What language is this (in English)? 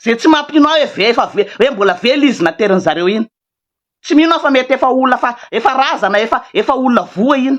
Malagasy